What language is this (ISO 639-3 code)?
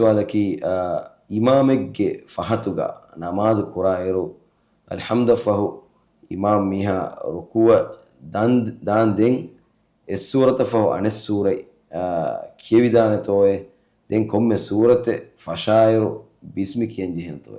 div